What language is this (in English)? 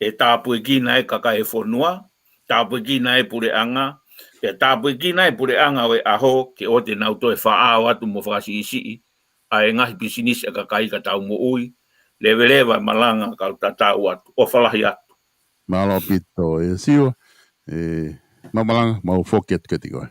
Tongan